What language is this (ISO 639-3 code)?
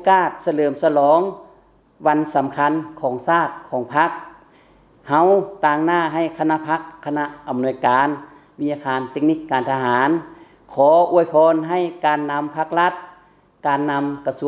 lao